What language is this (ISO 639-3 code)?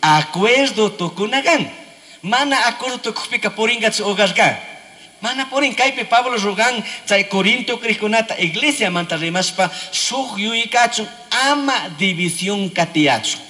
qug